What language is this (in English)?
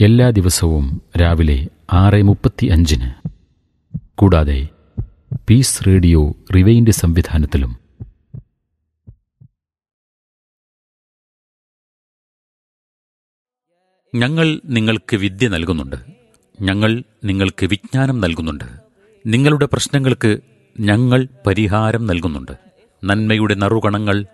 Malayalam